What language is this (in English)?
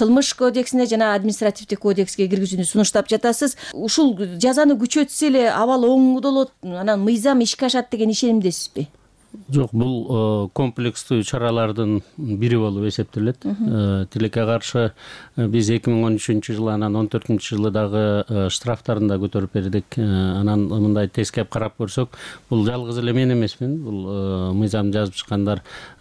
Kyrgyz